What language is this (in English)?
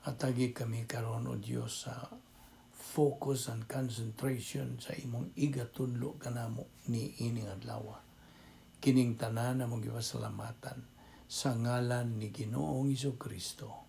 Cebuano